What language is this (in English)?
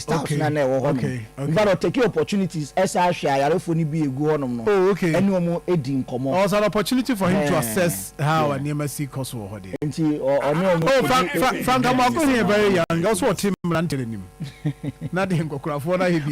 Akan